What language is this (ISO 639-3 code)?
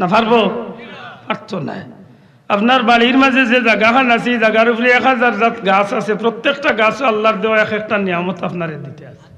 syl